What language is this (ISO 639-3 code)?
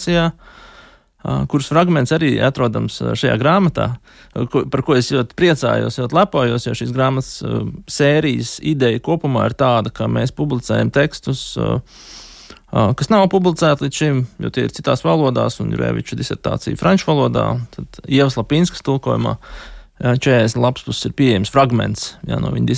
lav